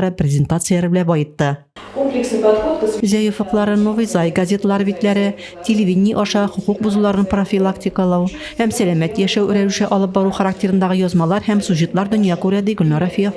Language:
Tatar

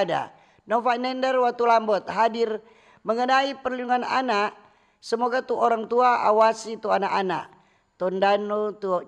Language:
Manado Malay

